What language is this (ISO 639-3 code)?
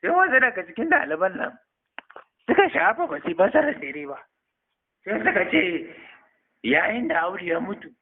hau